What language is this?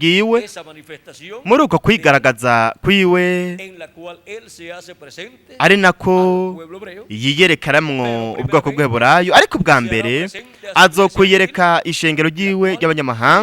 Rundi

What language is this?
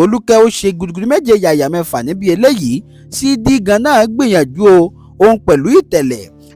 Yoruba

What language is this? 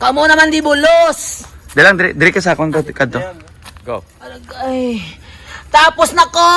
Hiligaynon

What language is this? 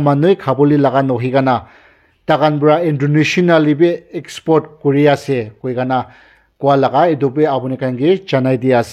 Naga Pidgin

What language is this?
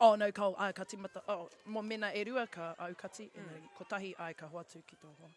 Māori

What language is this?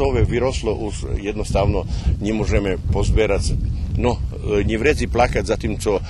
Rusyn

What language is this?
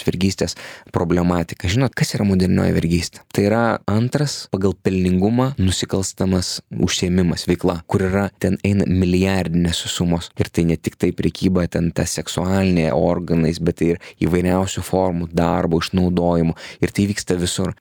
Lithuanian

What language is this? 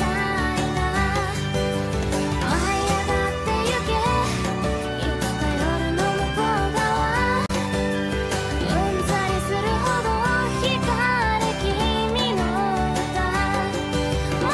Japanese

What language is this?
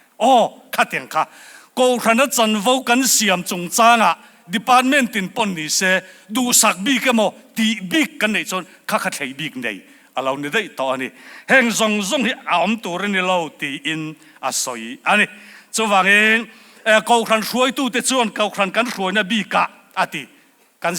Mizo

